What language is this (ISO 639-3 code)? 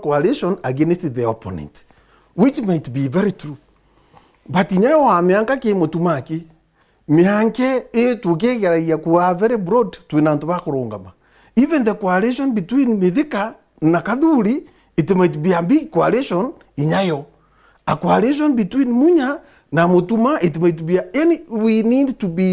mer